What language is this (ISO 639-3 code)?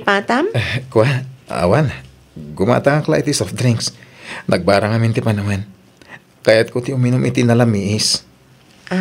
ilo